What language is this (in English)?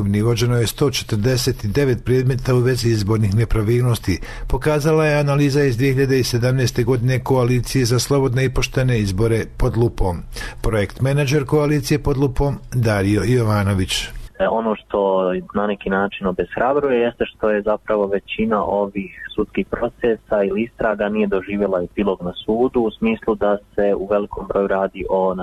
Bosnian